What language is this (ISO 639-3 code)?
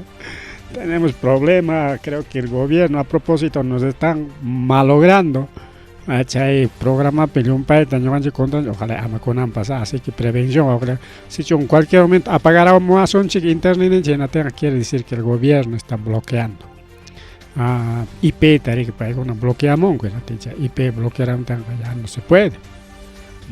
quy